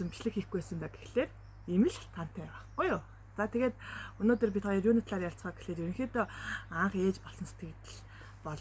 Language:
Mongolian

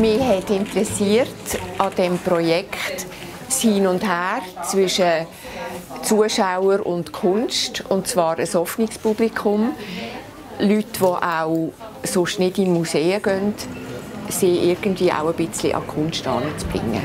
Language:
Swiss German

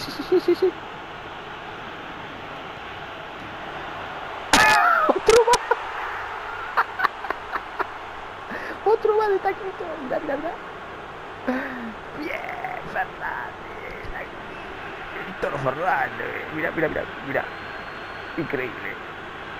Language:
Spanish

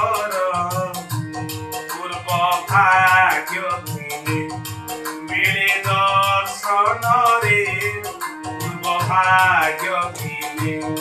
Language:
Odia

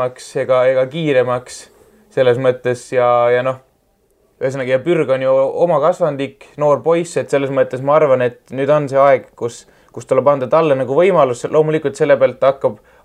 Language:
Estonian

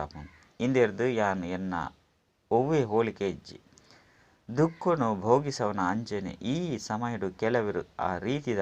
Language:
Tulu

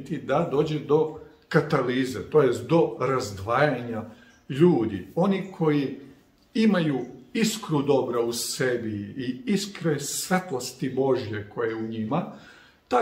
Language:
Serbian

